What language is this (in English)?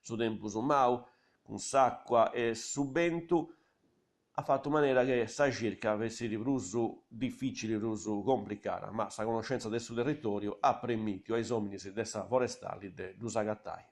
Sardinian